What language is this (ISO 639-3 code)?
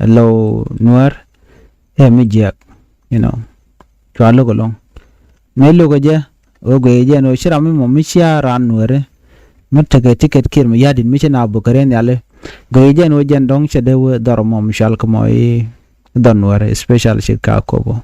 nus